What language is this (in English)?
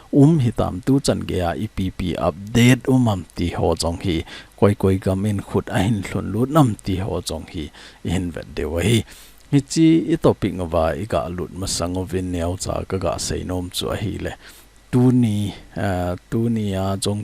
Thado Chin